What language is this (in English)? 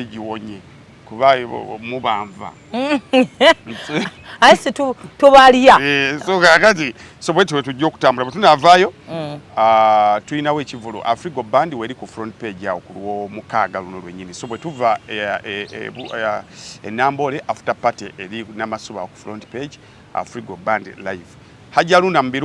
Ganda